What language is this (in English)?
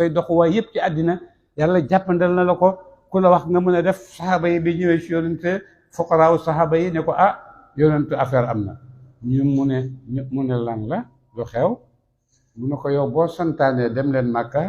Wolof